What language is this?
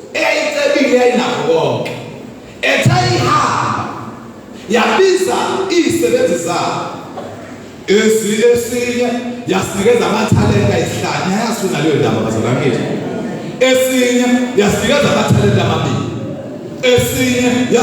Zulu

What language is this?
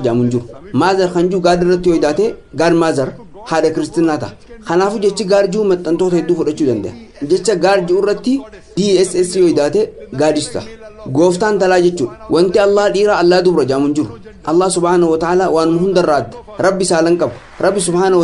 Oromo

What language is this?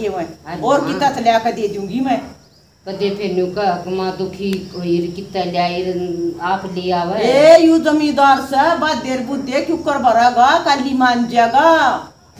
Haryanvi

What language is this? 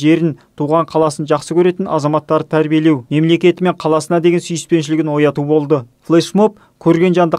Kazakh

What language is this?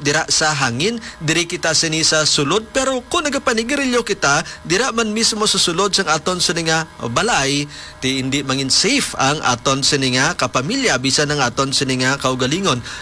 Hiligaynon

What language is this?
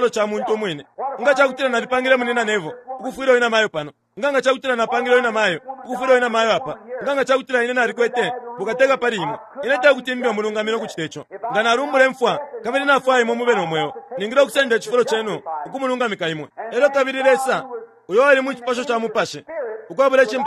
Bemba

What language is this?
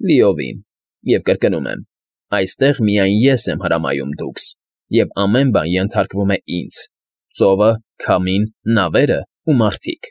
Armenian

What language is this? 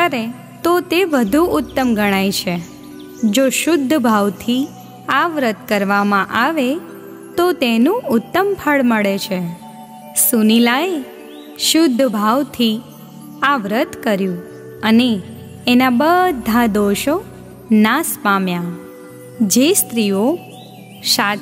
Gujarati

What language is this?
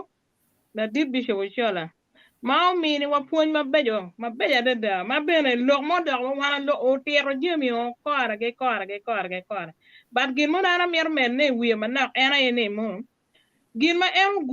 Acoli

